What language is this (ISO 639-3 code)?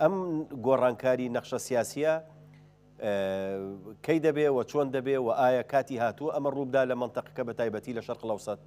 ckb